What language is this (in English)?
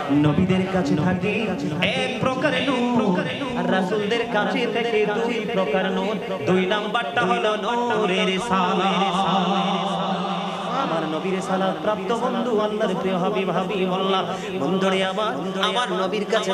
Bangla